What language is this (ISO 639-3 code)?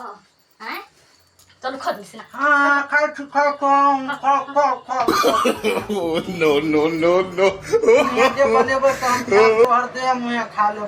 mai